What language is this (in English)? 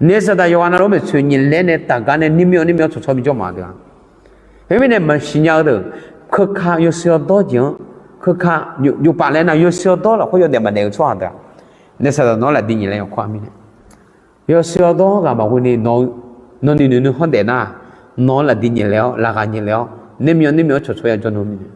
Akha